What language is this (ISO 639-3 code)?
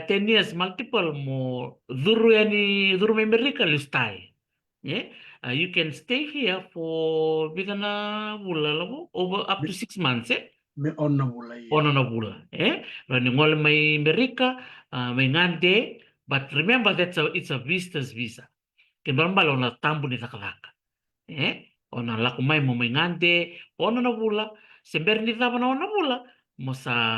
fij